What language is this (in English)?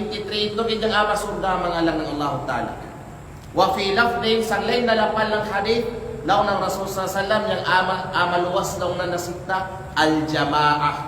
Kalagan